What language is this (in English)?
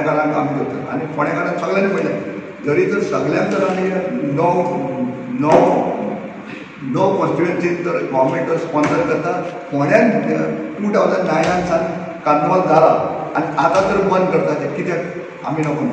Konkani